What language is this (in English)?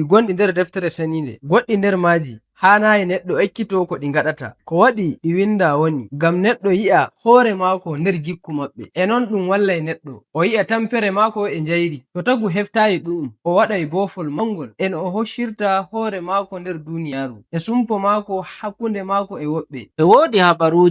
Nigerian Fulfulde